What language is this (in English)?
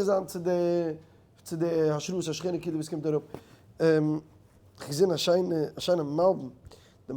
Yiddish